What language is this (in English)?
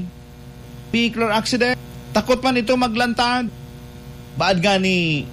Bikol